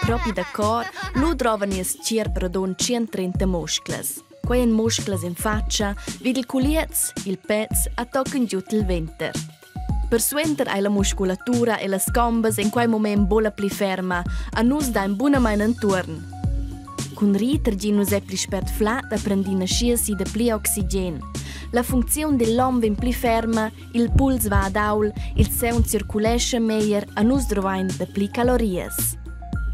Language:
Romansh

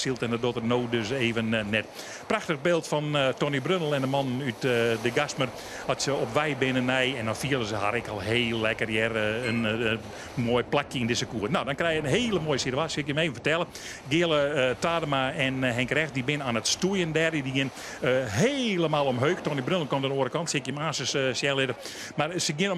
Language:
Western Frisian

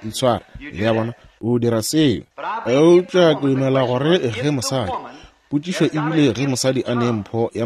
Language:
Northern Sotho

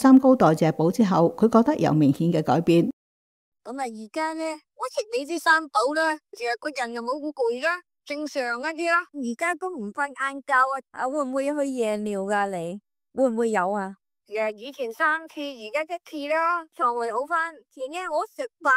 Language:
Cantonese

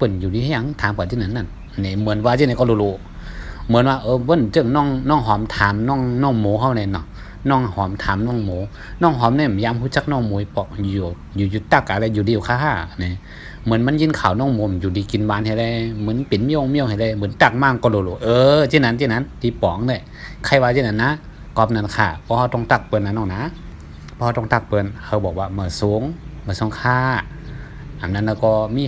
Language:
Shan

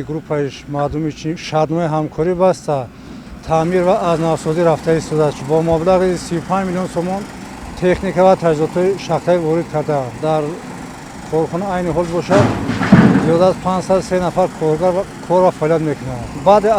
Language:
Tajik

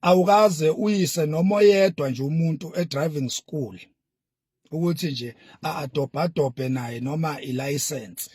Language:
Zulu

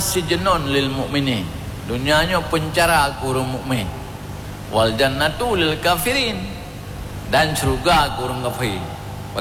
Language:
Achinese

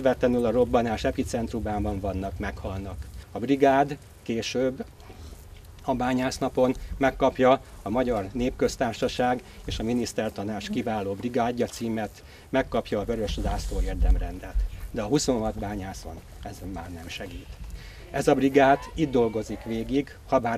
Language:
Hungarian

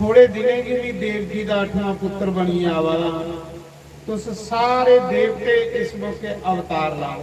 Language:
Dogri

